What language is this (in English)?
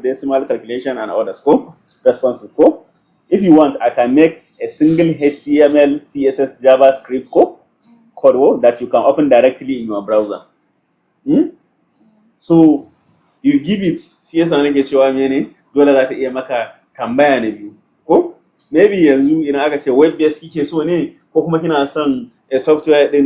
Hausa